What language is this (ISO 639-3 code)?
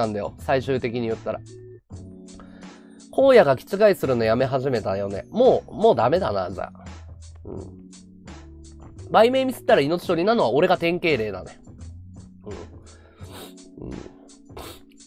jpn